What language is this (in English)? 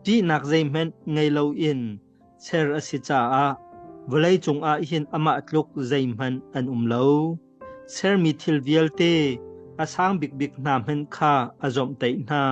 Hakha Chin